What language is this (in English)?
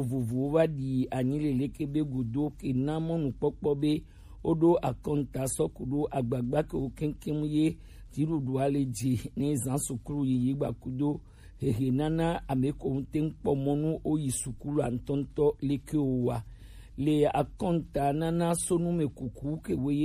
Gen